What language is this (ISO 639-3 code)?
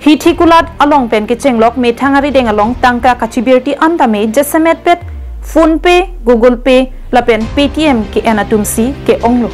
mjw